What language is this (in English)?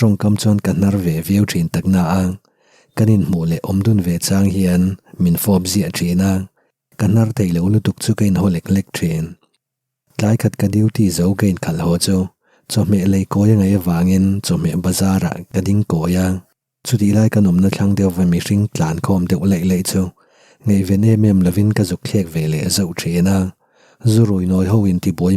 Mizo